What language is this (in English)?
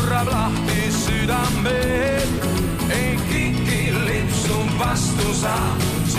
Estonian